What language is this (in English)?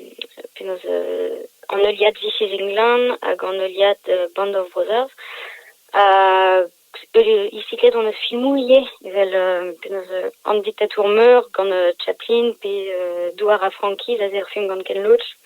Breton